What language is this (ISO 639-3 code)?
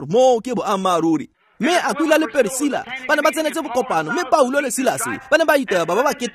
tsn